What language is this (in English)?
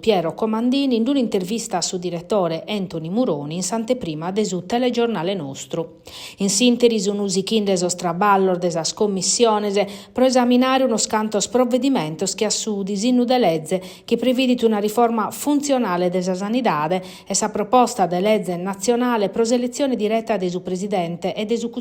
Sardinian